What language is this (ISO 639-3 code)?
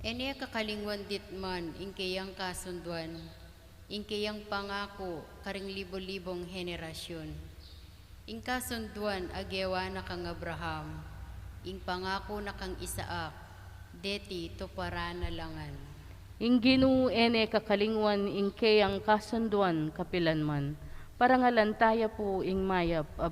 pam